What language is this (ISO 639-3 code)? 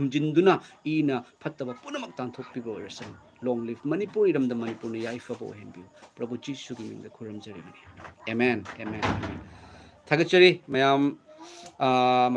mni